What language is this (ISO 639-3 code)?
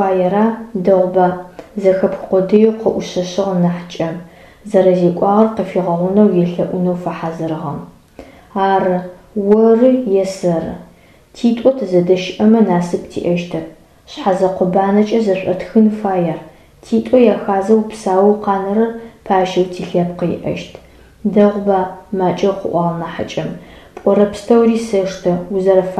ady